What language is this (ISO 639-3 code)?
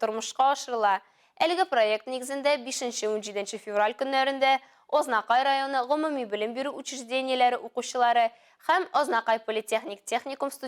tat